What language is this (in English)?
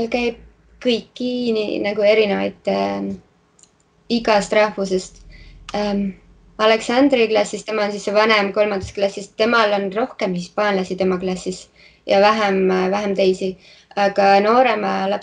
Estonian